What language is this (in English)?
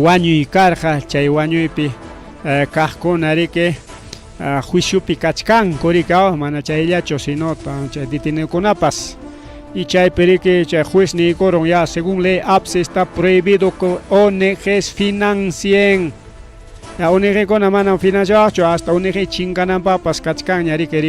Ayacucho Quechua